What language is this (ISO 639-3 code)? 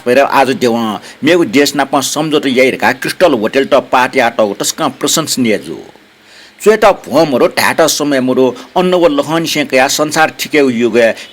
new